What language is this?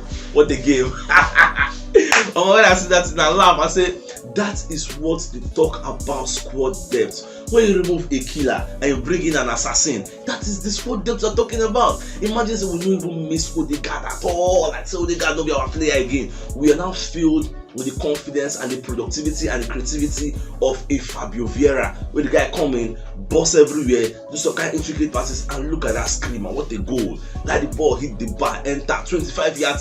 Nigerian Pidgin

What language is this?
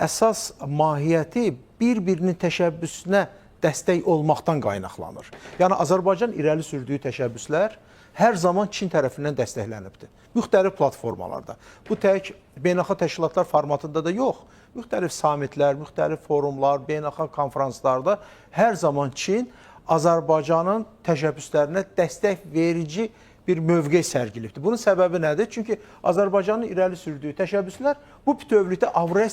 Azerbaijani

